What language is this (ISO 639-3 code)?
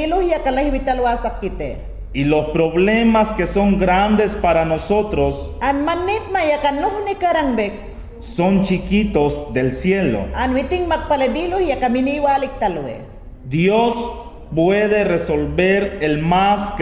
yan